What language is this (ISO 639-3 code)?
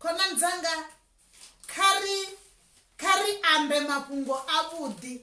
ven